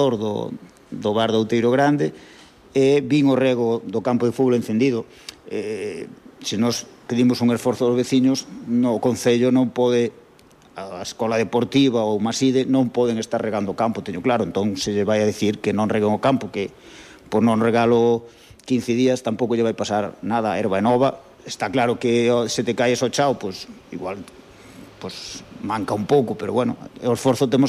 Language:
Galician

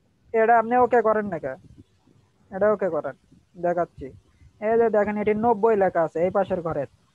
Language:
Bangla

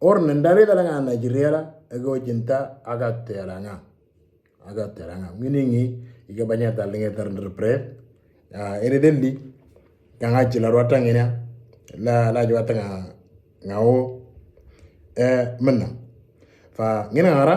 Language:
Moro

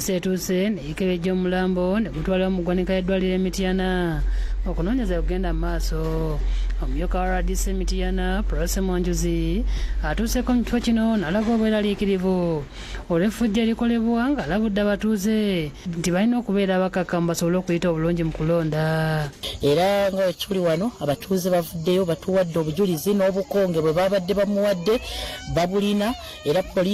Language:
Ganda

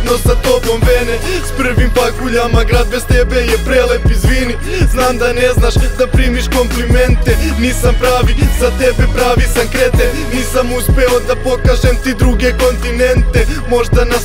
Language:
Serbian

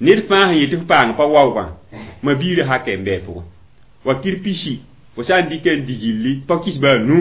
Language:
Mossi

